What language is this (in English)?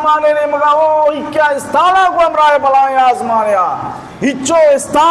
Baluchi